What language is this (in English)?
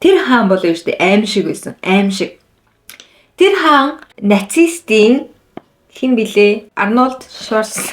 Mongolian